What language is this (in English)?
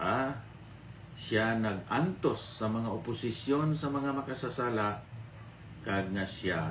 Hiligaynon